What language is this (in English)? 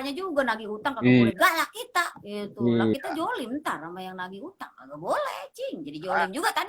Betawi